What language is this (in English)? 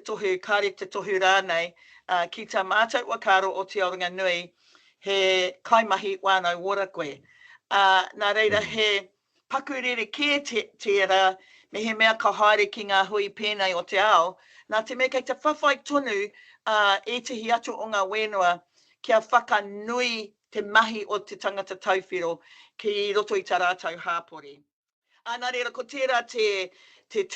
Māori